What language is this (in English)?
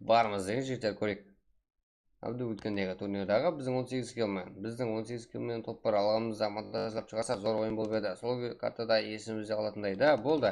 Kara-Kalpak